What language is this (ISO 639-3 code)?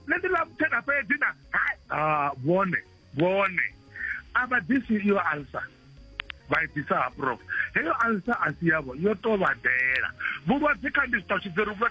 ven